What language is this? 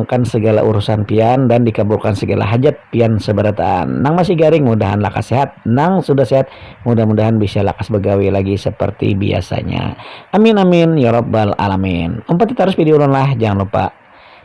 Banjar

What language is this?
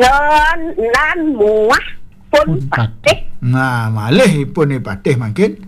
Balinese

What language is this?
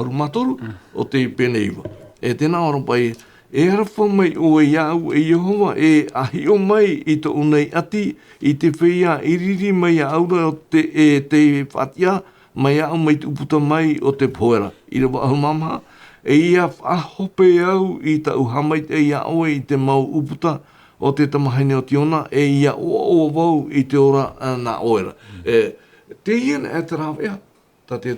Tahitian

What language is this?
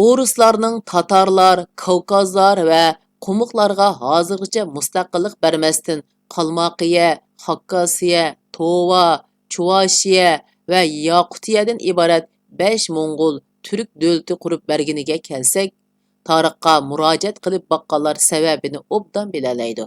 Uyghur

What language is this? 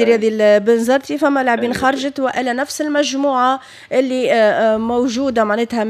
Tunisian Arabic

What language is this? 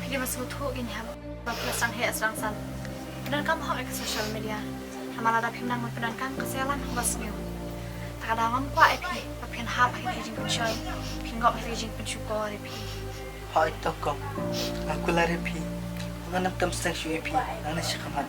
Khasi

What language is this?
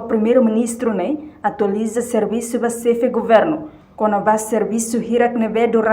Tetum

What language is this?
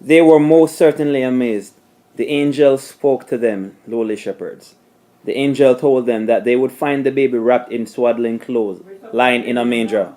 Jamaican Creole English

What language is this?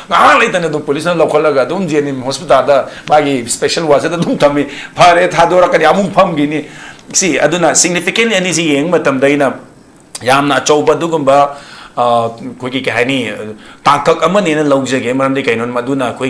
Manipuri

